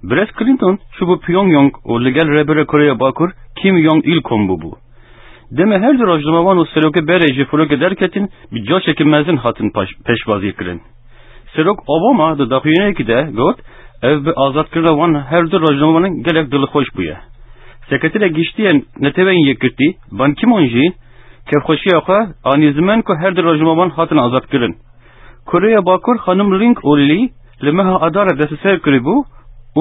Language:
Kurdish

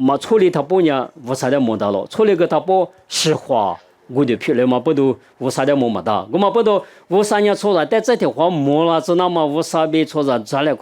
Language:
Lisu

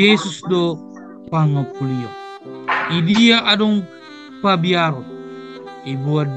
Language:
Batak Toba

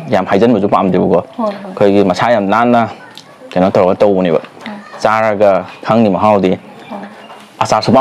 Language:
Manipuri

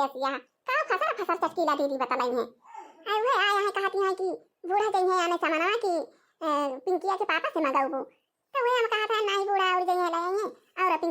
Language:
Awadhi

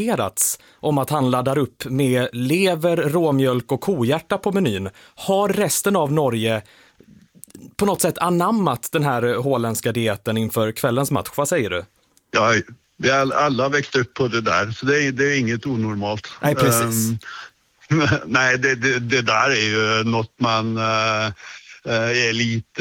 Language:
Swedish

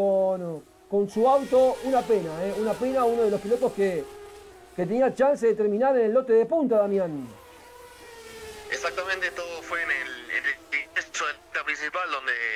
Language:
Spanish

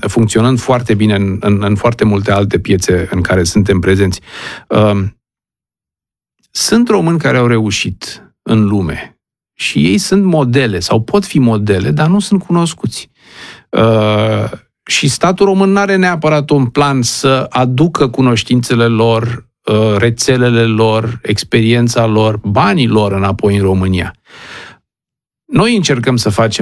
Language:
Romanian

